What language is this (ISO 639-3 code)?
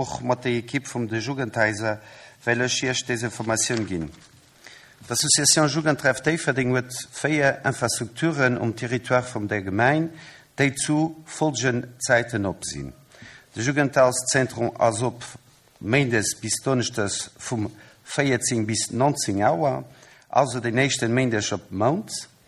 ltz